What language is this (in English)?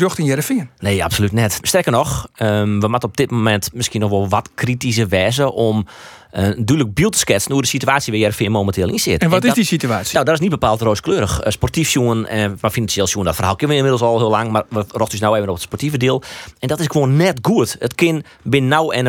Western Frisian